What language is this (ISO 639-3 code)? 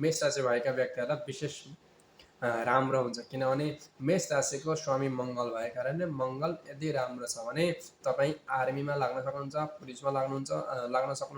nep